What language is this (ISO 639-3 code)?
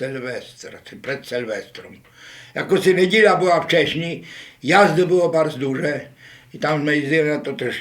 rue